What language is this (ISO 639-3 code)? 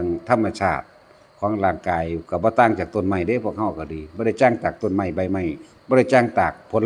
lao